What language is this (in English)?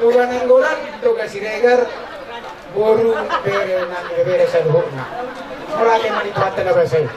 Batak Toba